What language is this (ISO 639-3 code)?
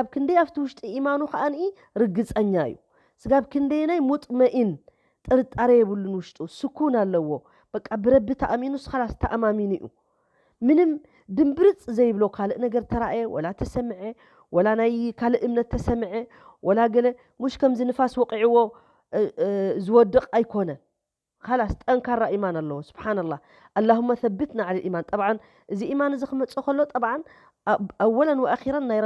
tir